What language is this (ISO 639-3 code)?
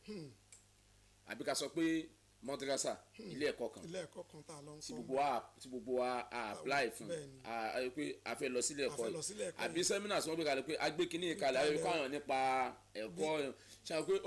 yor